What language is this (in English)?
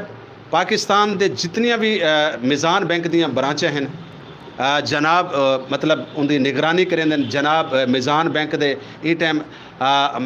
Saraiki